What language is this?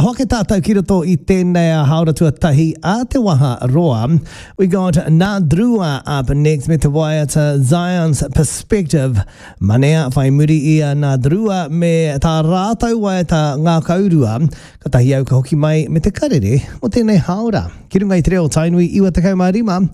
Māori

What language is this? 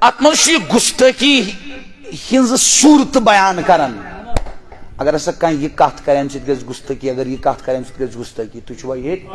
Kashmiri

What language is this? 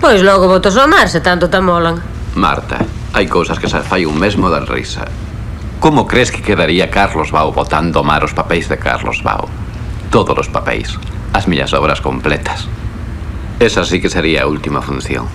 Galician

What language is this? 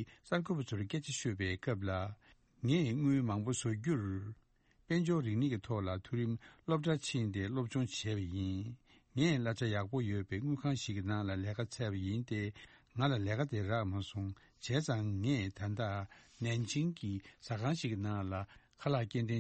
Tibetan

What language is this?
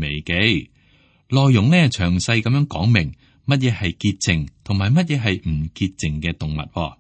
Cantonese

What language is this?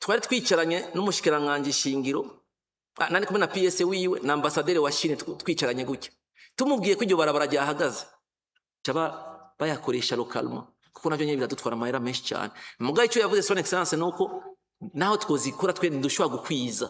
Rundi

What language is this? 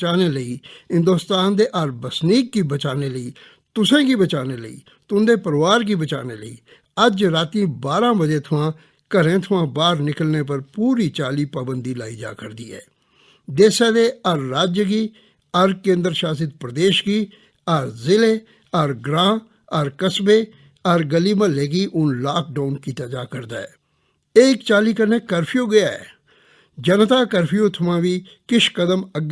Dogri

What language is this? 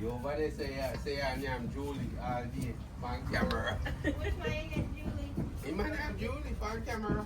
Jamaican Creole English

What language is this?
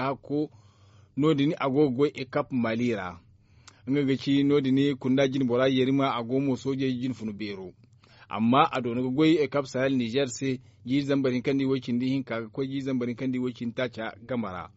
Zarma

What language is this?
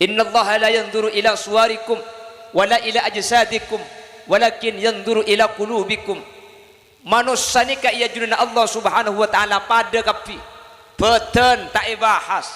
Madurese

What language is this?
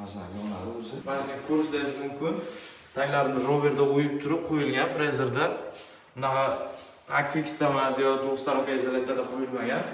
Uzbek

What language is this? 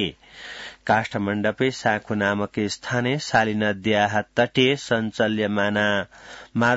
Sanskrit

